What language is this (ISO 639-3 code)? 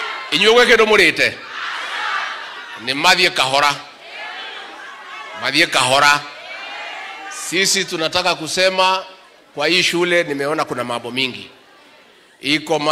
swa